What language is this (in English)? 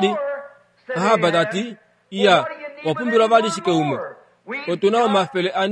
Kuanyama